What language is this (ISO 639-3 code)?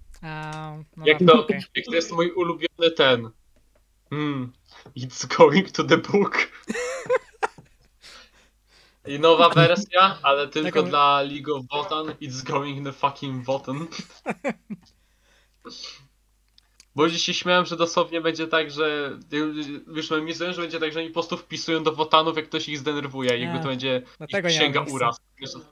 pol